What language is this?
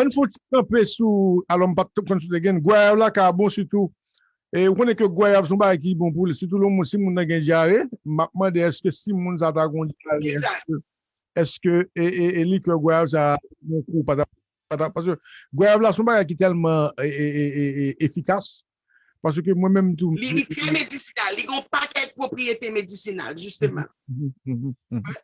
Haitian Creole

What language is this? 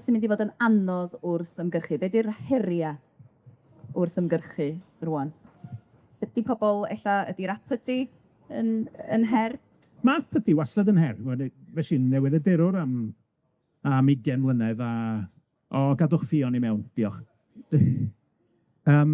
Welsh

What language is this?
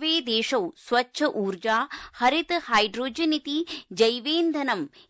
Sanskrit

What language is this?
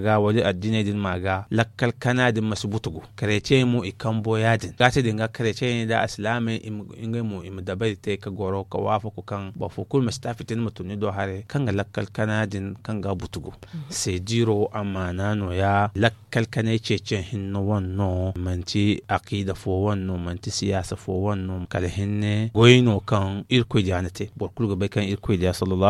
Zarma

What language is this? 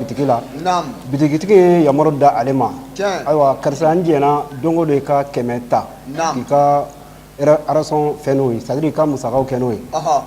Bambara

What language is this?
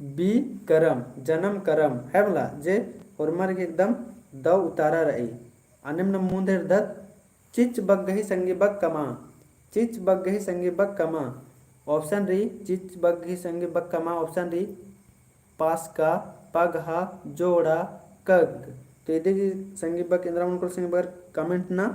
Kurukh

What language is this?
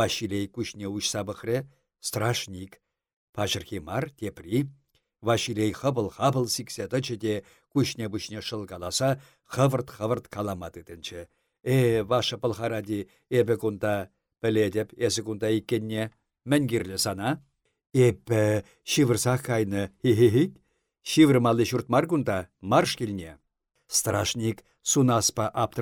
Chuvash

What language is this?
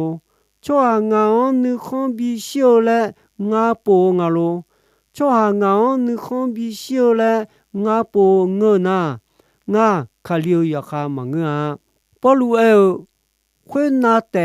Akha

